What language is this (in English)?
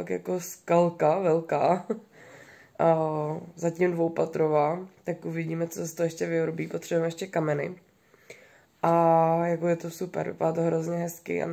Czech